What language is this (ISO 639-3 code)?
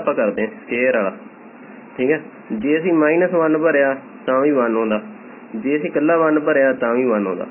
pan